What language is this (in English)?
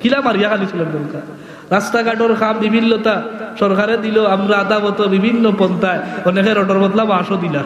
Sylheti